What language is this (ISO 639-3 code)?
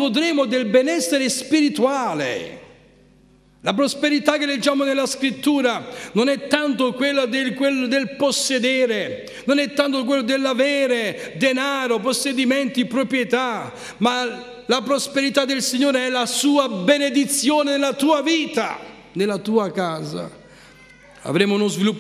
ita